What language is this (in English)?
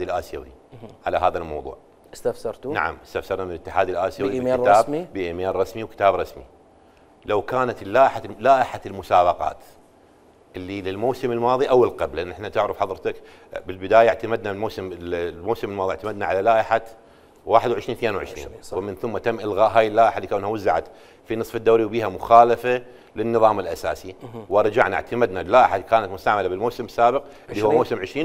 Mesopotamian Arabic